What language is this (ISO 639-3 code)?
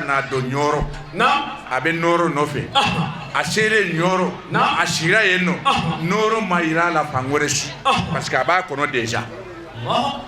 bam